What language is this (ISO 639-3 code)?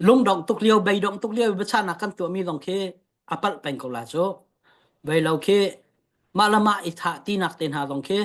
cnh